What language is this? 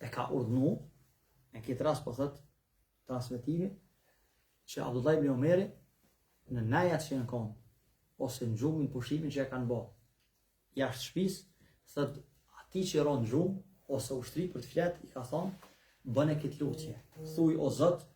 Albanian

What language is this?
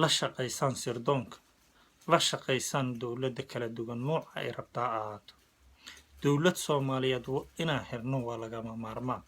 Somali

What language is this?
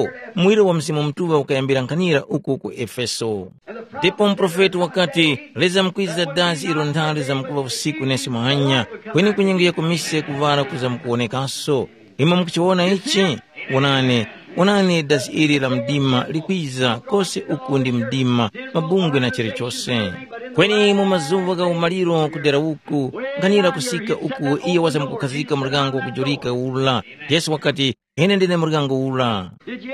Tumbuka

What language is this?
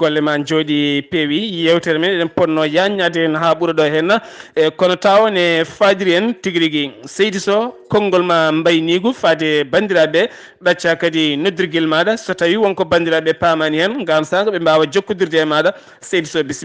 Fula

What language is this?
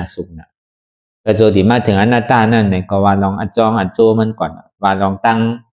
Shan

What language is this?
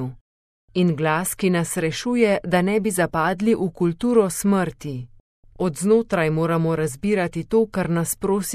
Slovenian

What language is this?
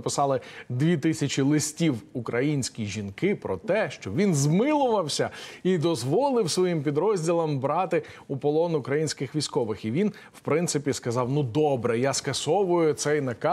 Ukrainian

